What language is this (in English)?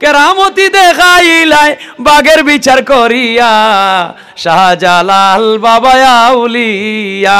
Sylheti